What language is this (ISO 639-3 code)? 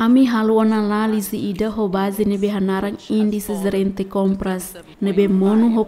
tet